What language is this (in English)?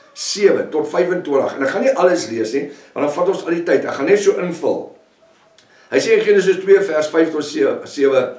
Afrikaans